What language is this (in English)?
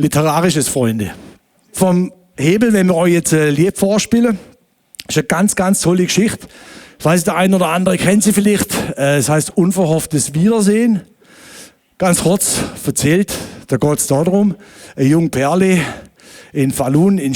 Swiss German